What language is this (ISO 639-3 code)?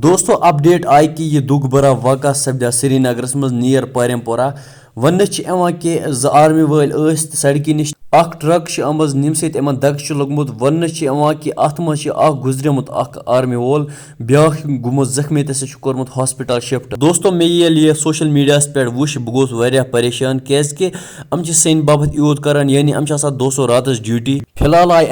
kas